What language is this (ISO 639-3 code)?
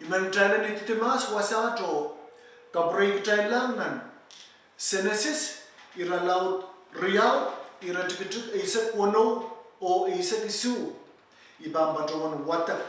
pon